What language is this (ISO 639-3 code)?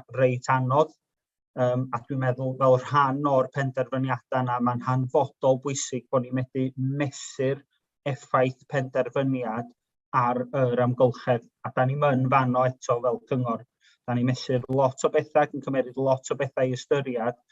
cym